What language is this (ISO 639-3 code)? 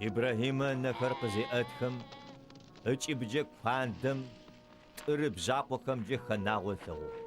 ady